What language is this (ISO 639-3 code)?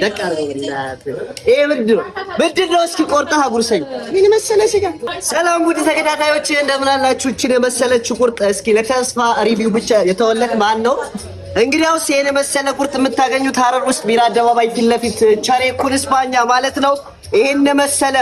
amh